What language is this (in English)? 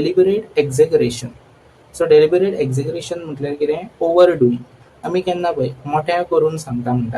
Konkani